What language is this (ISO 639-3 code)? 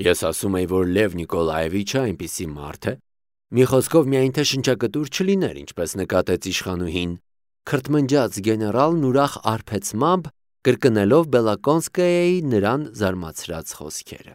hye